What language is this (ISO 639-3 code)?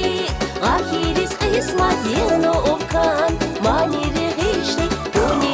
tab